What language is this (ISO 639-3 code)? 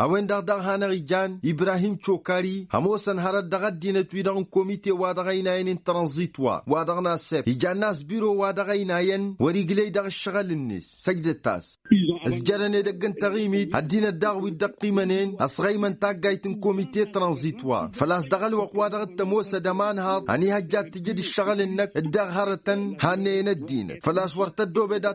taq